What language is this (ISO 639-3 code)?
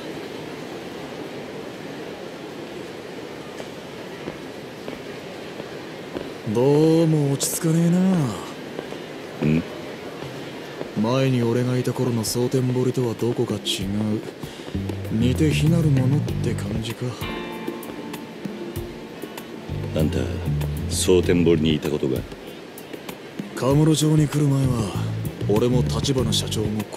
jpn